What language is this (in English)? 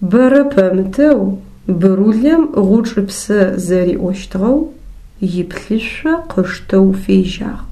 Adyghe